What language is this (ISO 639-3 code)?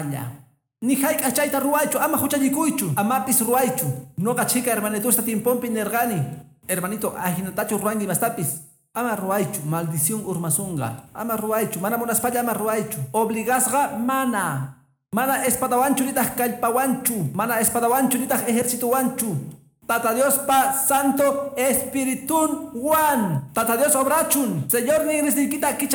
que